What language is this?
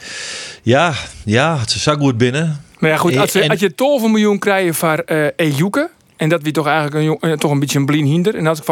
Western Frisian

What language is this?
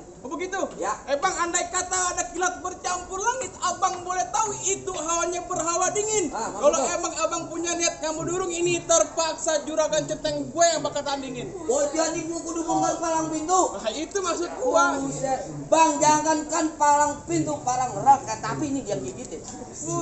Betawi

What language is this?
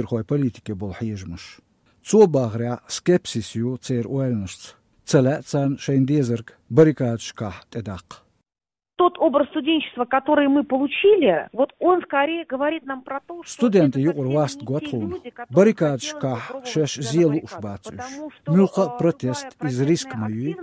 Chechen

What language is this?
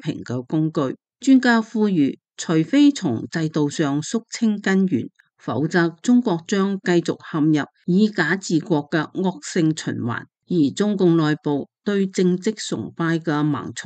Cantonese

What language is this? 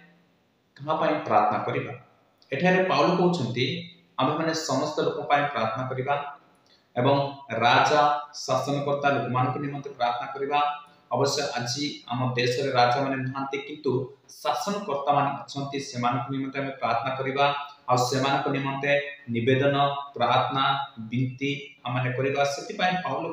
Odia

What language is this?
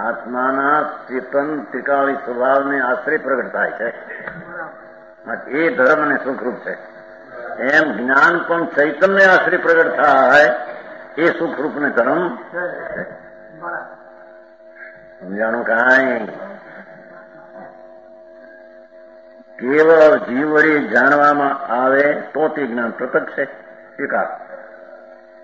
Gujarati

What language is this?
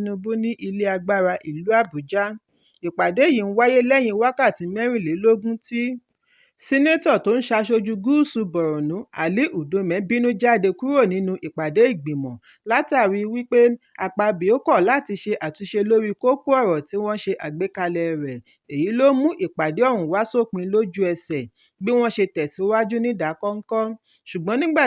Yoruba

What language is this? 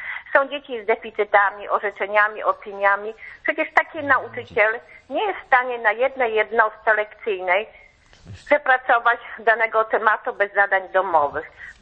Polish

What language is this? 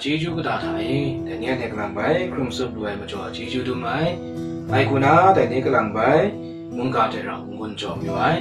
Kachin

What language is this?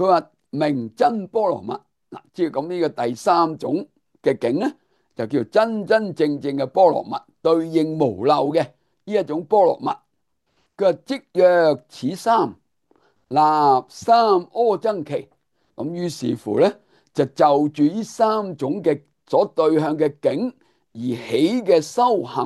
Cantonese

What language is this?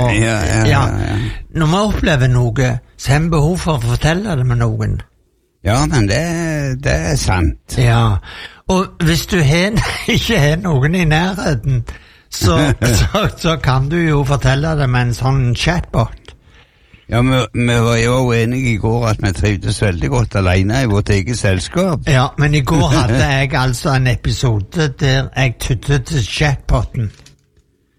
Norwegian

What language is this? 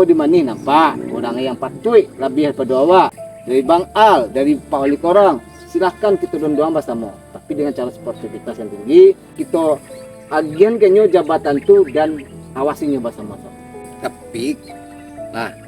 Minangkabau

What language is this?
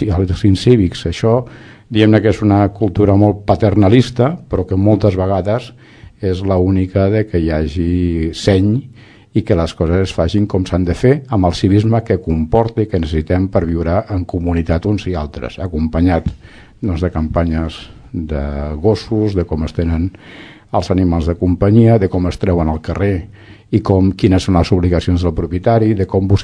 Catalan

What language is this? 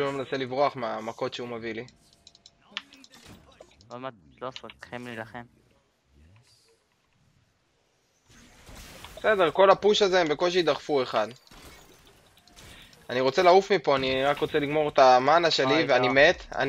Hebrew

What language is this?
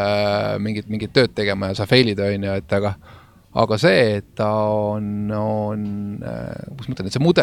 Estonian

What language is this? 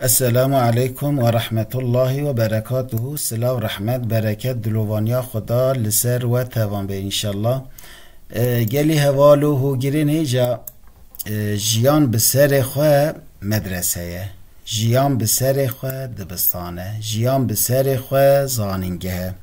Kurdish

